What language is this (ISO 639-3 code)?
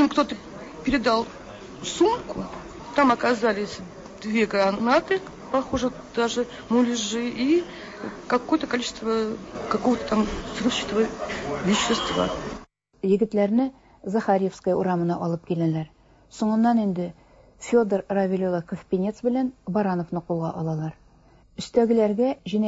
tat